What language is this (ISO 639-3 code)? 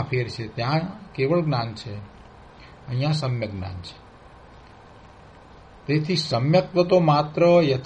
guj